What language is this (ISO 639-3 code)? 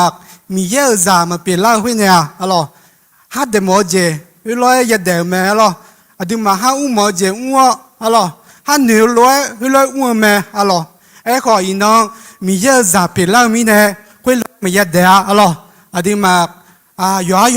ahk